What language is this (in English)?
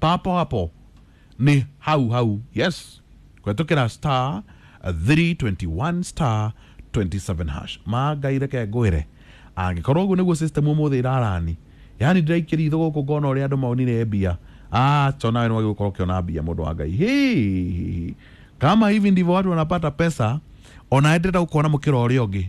Kikuyu